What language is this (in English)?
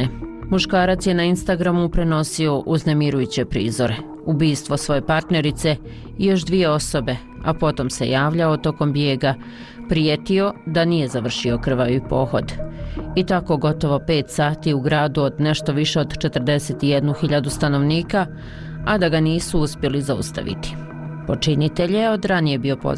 Bosnian